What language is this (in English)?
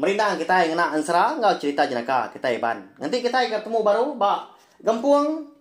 Iban